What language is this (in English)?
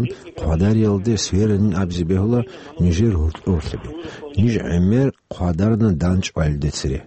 Avaric